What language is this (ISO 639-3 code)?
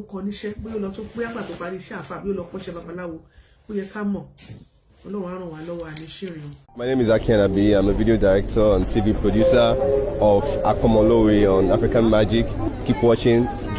yor